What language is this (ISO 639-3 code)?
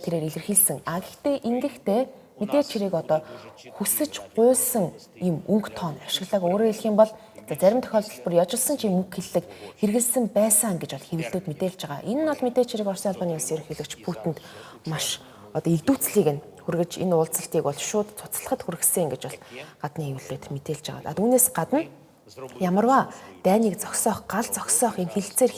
mon